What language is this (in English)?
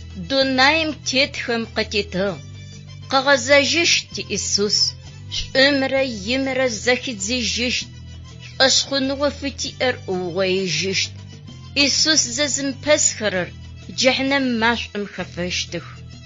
Adyghe